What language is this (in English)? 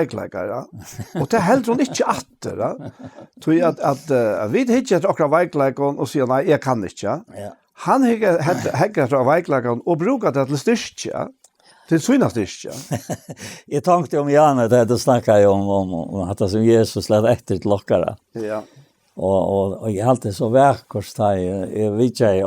Faroese